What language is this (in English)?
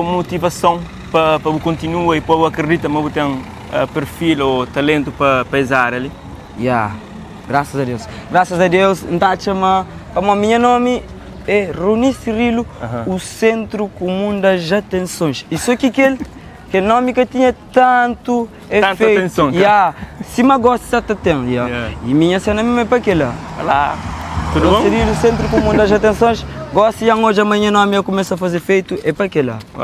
Kabuverdianu